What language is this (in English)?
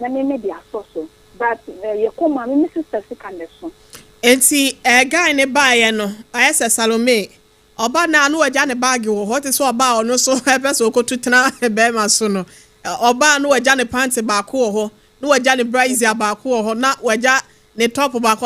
Akan